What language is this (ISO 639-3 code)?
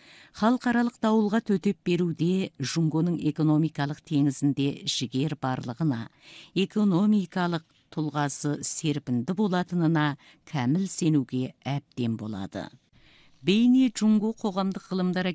kaz